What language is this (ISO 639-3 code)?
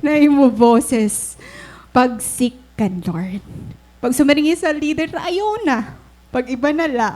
war